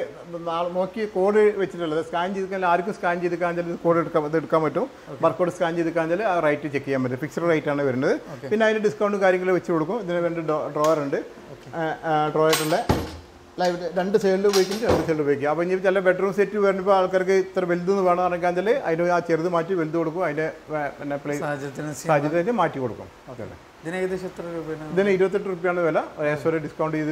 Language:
Malayalam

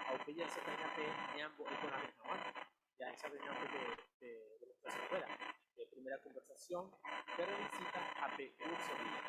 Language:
Guarani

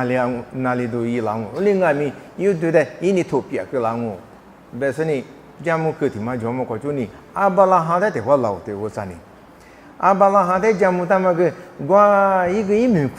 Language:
Lisu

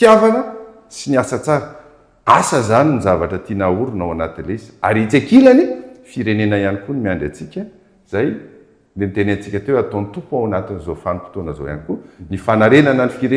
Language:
Malagasy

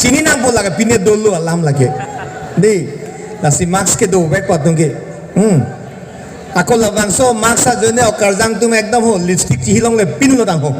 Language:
Karbi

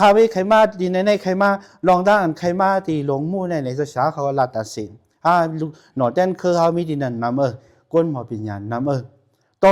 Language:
Shan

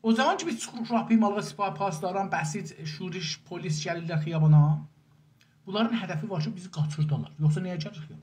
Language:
South Azerbaijani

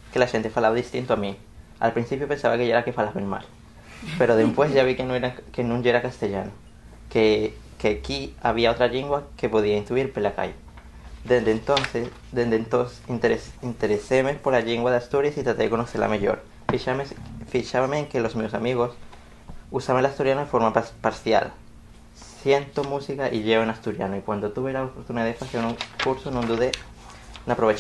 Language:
Asturian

